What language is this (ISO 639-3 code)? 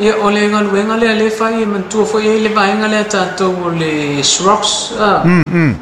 smo